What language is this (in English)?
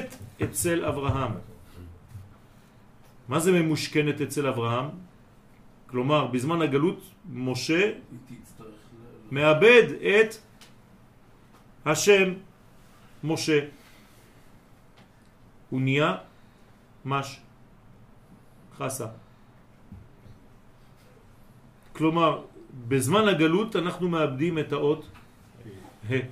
Hebrew